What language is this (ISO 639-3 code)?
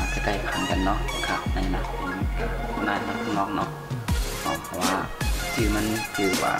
shn